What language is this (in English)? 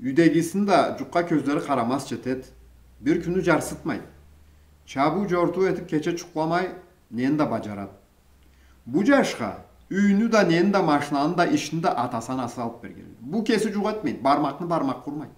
Karachay-Balkar